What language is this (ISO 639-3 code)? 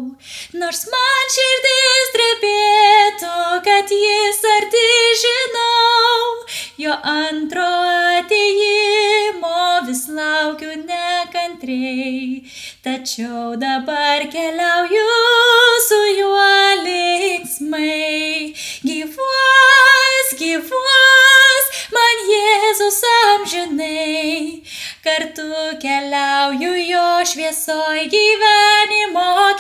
lit